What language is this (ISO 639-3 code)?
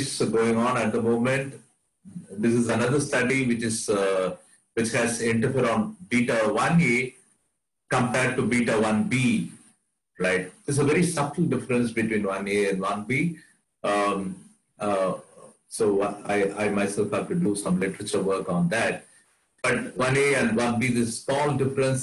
eng